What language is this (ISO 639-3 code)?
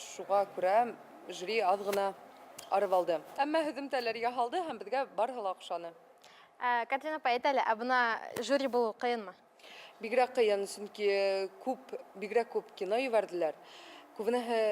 bak